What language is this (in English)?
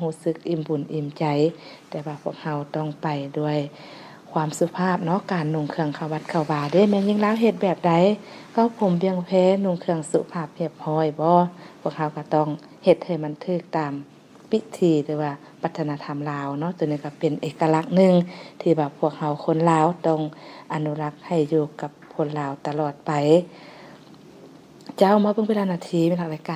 Lao